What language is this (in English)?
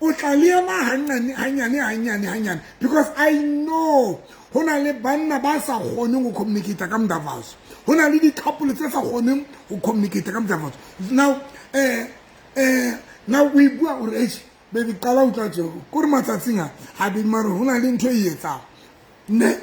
Southern Sotho